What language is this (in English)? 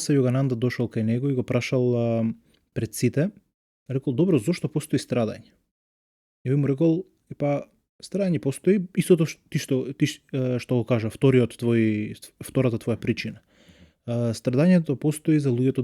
Macedonian